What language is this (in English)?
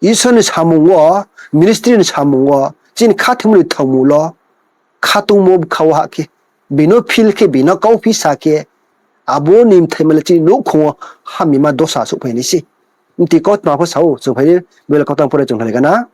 Riang (India)